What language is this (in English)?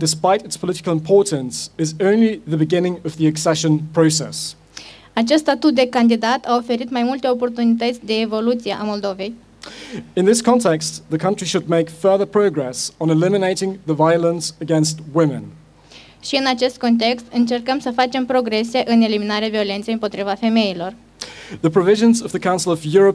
Romanian